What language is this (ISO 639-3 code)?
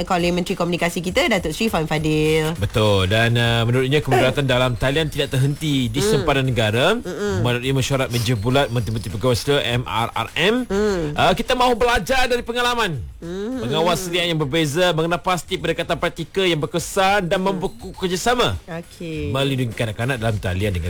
msa